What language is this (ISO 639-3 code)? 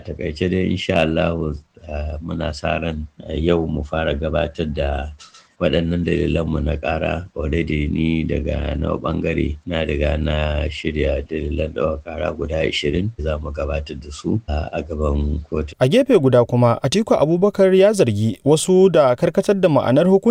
hau